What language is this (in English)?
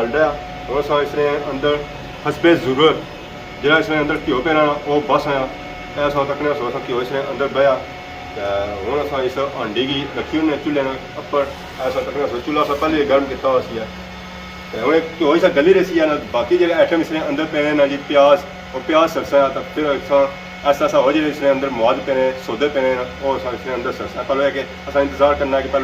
Pahari-Potwari